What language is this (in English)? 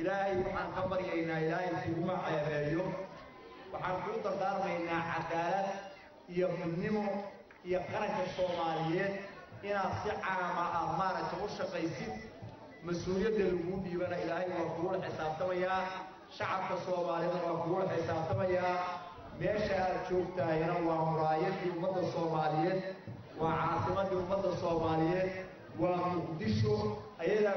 Somali